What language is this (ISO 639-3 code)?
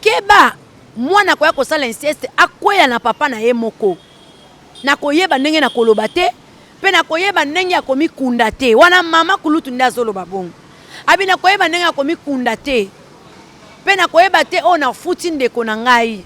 lin